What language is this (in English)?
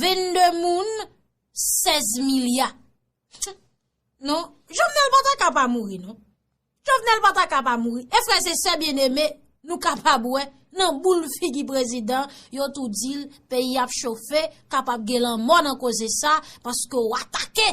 Haitian Creole